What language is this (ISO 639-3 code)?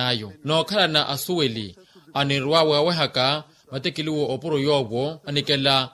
vmw